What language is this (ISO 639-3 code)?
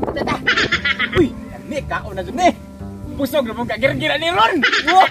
ceb